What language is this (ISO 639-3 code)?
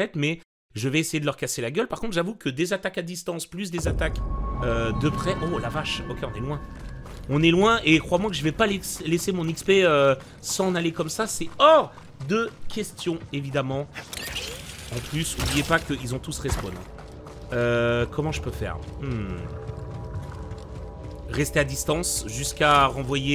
fra